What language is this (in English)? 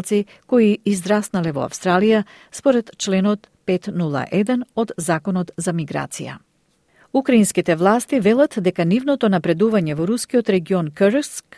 Macedonian